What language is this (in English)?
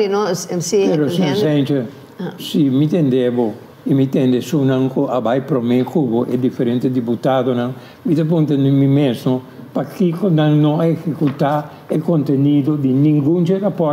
Papiamento